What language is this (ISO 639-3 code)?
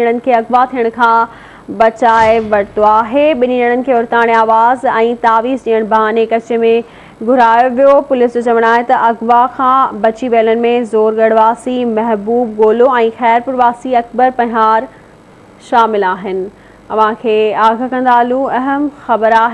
snd